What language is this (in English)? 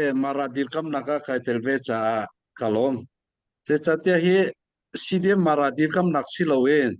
Hakha Chin